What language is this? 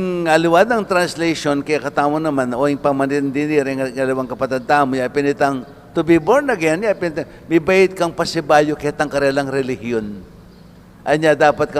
Pampanga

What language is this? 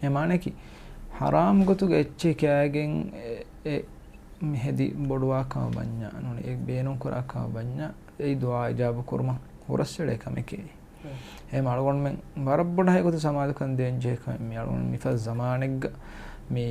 Divehi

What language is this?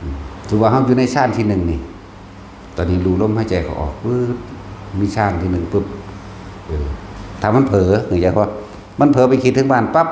Northeastern Thai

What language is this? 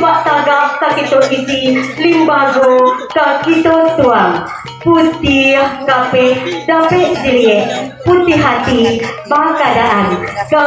Minangkabau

